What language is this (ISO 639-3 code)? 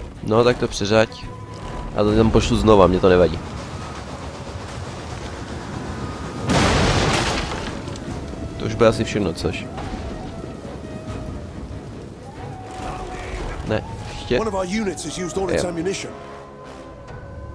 ces